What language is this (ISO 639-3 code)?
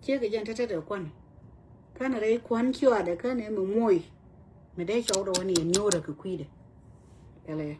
nus